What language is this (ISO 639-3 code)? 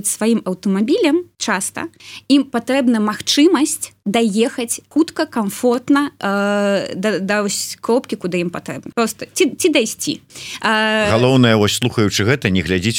bel